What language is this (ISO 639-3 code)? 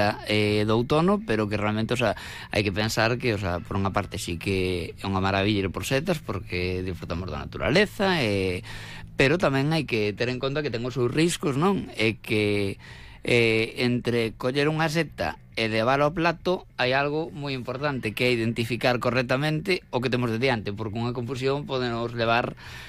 glg